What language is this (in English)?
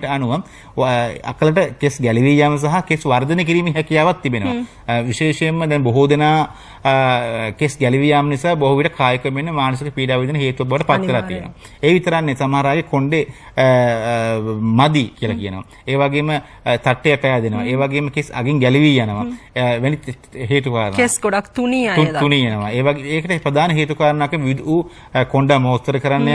Sinhala